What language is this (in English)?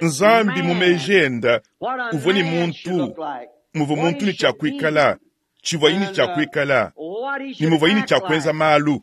Luba-Lulua